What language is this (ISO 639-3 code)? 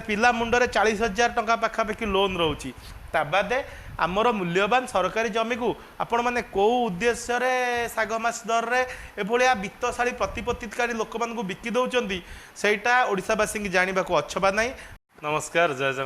ori